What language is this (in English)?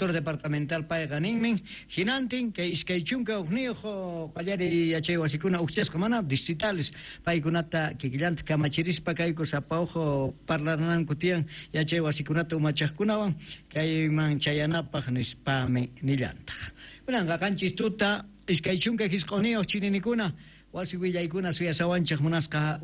Quechua